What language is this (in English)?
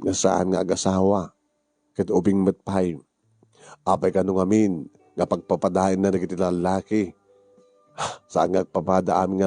Iloko